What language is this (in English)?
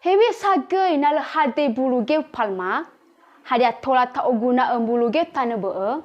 Nias